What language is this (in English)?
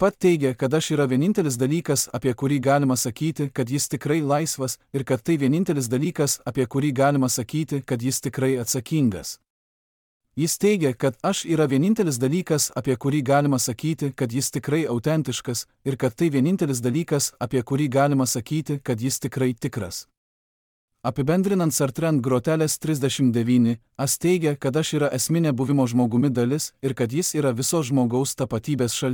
Lithuanian